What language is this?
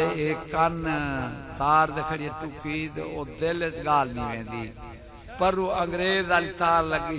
Saraiki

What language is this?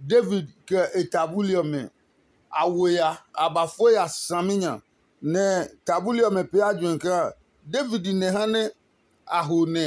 Adangme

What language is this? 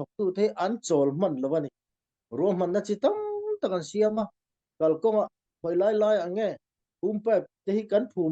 Falam Chin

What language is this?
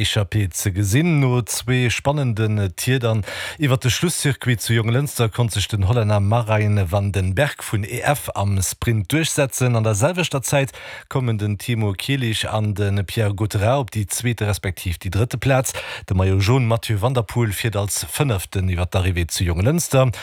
Luxembourgish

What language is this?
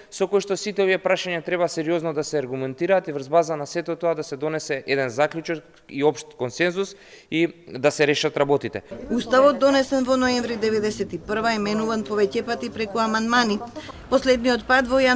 Macedonian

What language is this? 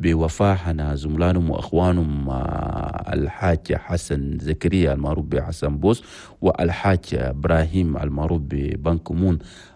Chadian Arabic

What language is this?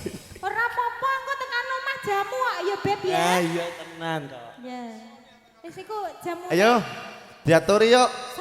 Javanese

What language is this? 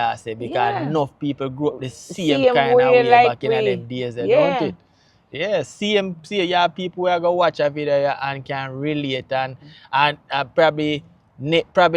Jamaican Creole English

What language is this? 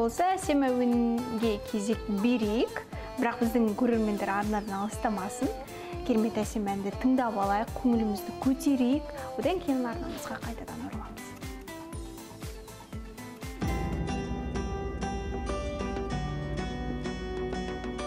Kazakh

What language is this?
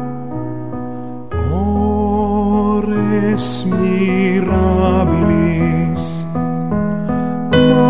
Finnish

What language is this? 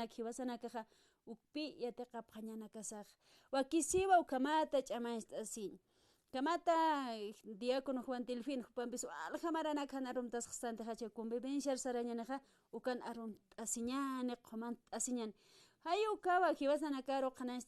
Aymara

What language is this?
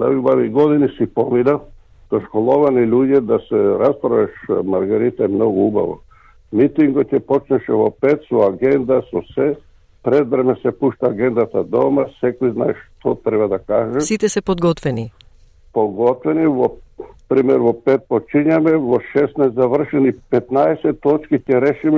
Macedonian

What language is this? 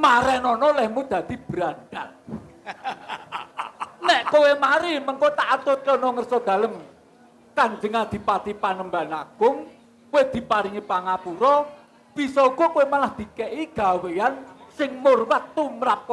Javanese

